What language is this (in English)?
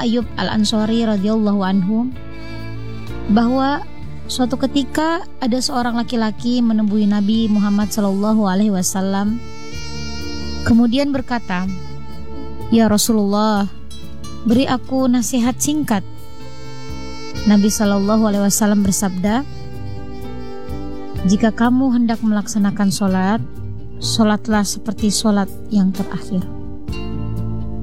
Indonesian